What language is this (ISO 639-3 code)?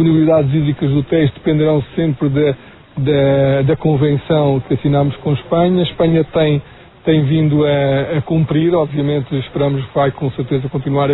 por